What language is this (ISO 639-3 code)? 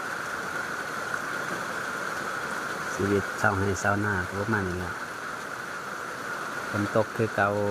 lao